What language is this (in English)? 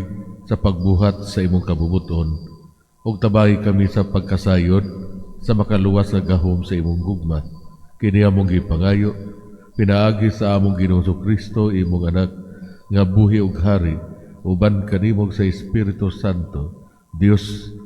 Cebuano